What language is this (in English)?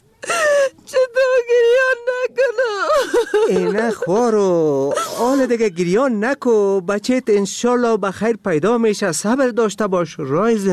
Persian